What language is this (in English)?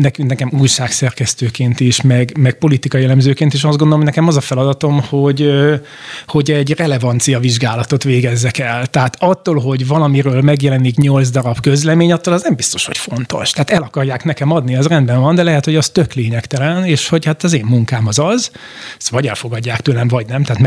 Hungarian